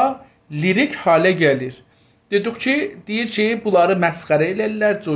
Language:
South Azerbaijani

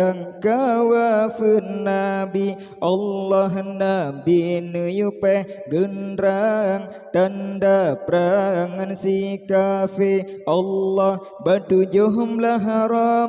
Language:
Achinese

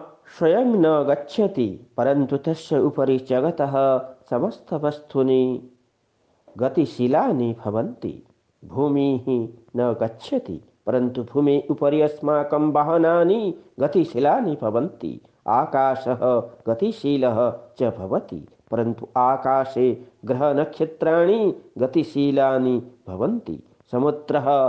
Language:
Sanskrit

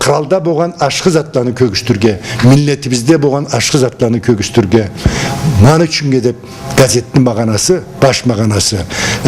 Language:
Karachay-Balkar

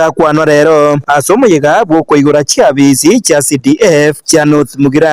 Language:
Gusii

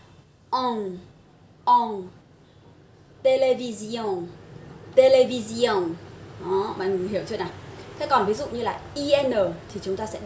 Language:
Vietnamese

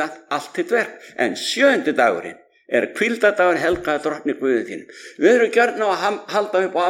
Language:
Icelandic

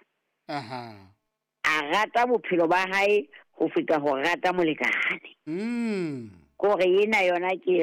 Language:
Southern Sotho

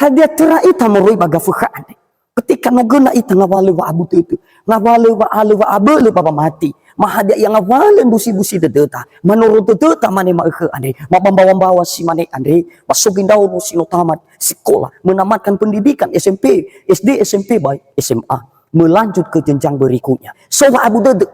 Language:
Nias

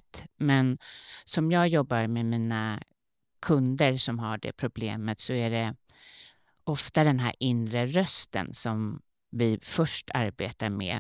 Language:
Swedish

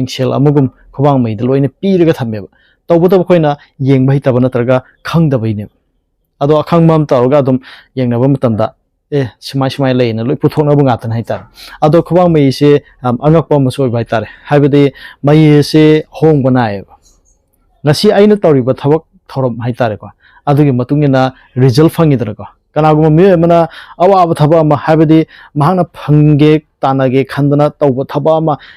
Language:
Manipuri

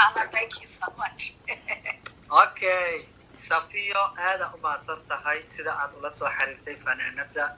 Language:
Somali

